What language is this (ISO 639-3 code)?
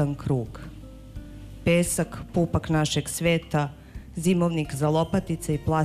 srp